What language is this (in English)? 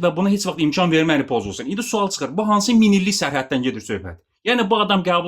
Azerbaijani